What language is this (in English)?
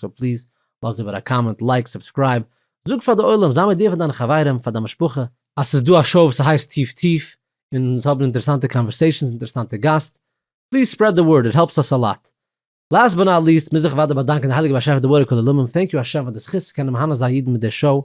Yiddish